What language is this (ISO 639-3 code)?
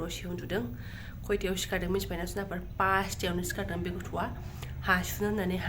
brx